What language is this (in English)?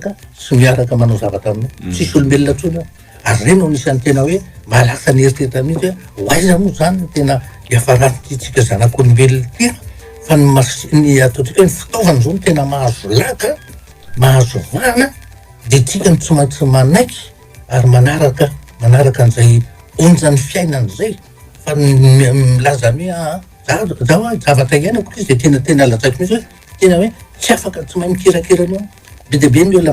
Malagasy